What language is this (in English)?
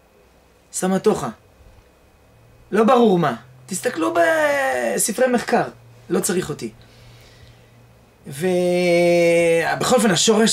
Hebrew